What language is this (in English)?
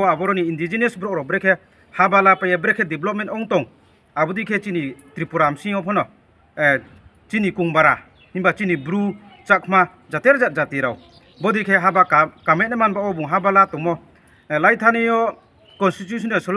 Riang (India)